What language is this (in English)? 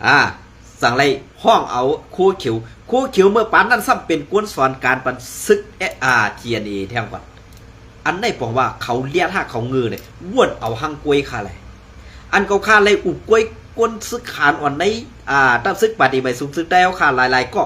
Shan